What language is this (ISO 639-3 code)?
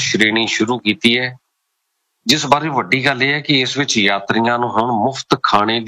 pan